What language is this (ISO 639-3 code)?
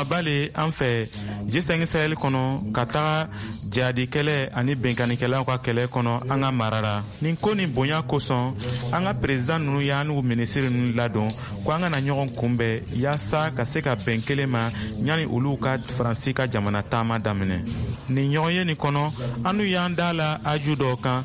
bam